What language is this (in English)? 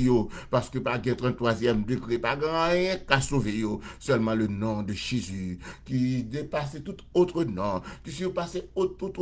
Haitian Creole